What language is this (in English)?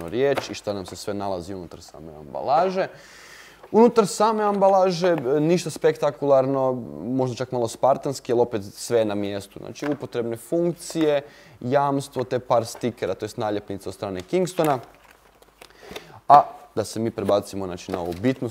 Croatian